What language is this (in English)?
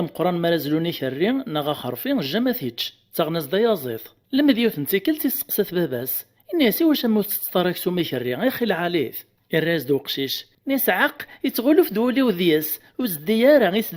Kabyle